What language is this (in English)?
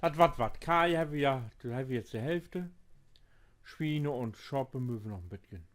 Low German